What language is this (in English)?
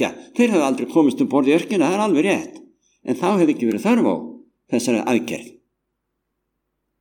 Icelandic